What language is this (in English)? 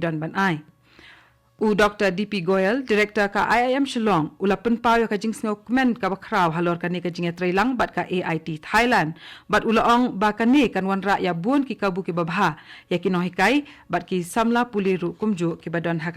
Khasi